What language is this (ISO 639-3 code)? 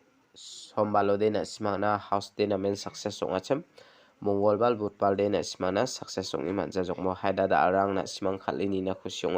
grt